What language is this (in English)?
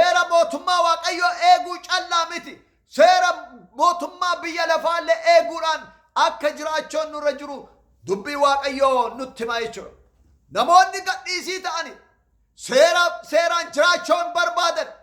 Oromo